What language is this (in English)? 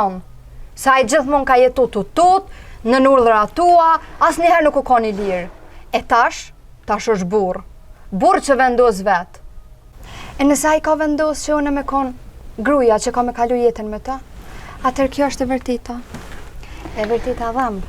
Albanian